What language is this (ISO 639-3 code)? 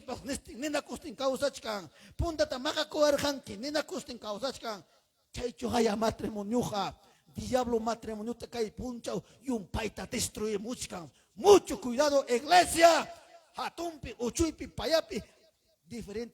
quy